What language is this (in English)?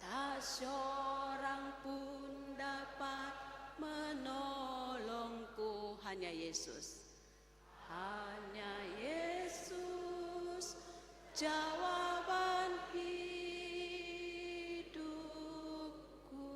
Batak Toba